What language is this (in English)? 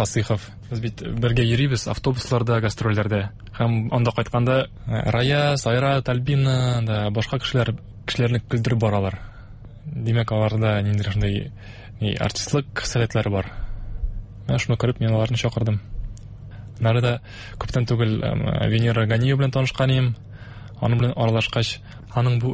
Tatar